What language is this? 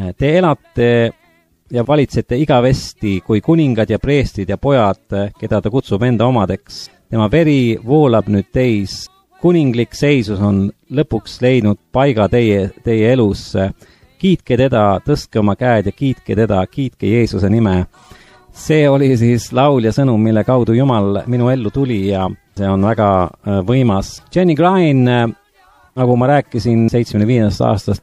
Estonian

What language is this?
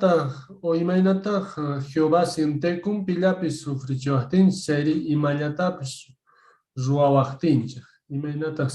Quechua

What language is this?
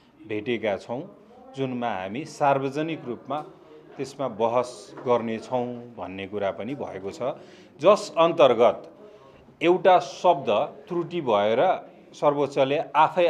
Nepali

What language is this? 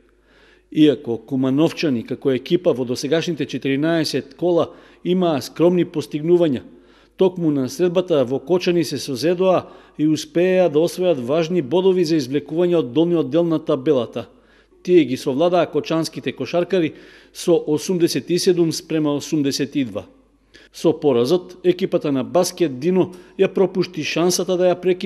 Macedonian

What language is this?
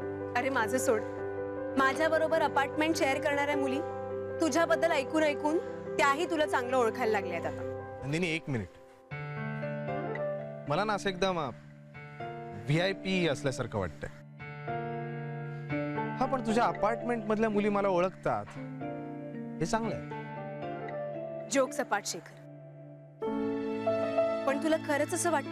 Marathi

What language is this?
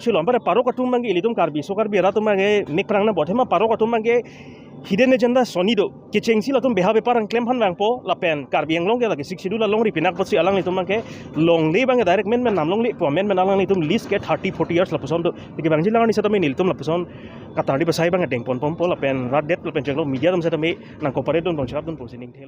Karbi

